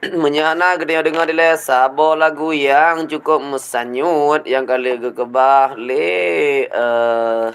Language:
Achinese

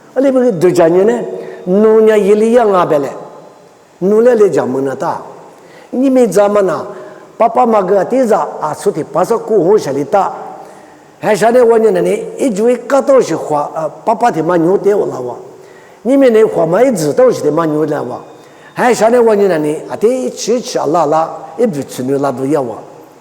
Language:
Lisu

